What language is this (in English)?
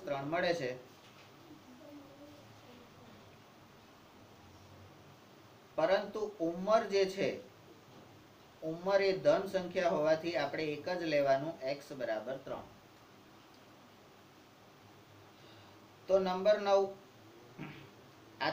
Gujarati